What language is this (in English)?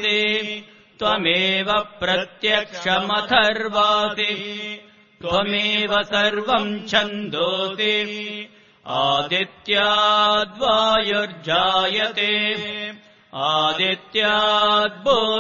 Sanskrit